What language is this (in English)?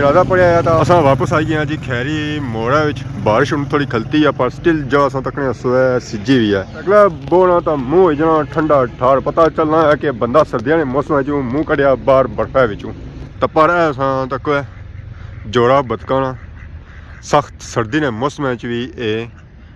Pahari-Potwari